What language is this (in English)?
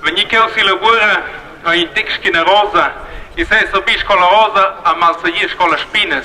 Romansh